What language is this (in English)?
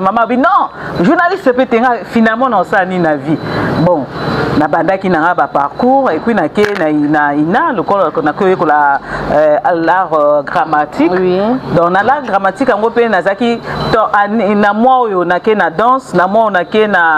Lingala